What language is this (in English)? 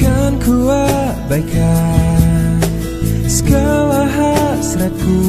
Manado Malay